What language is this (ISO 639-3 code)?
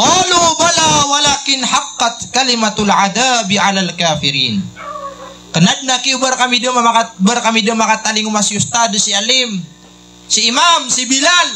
mrw